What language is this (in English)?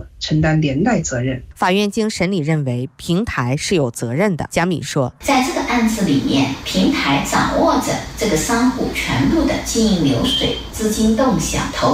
Chinese